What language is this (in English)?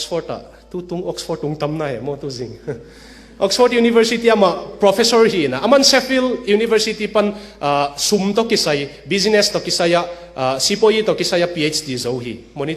Tedim Chin